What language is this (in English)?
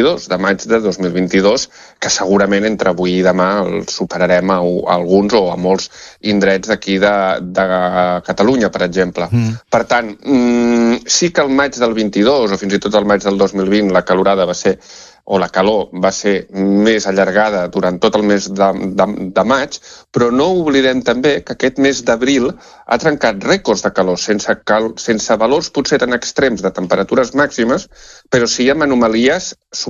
Catalan